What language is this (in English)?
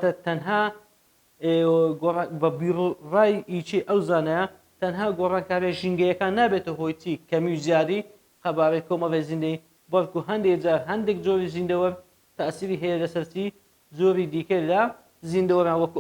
Central Kurdish